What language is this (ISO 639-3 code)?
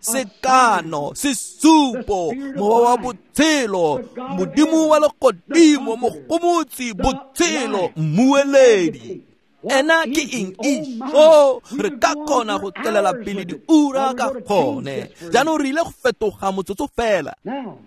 tsn